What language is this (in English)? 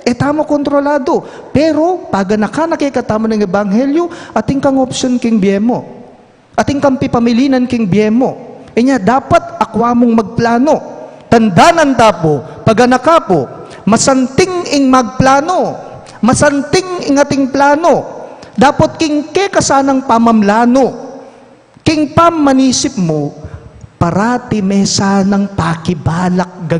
Pampanga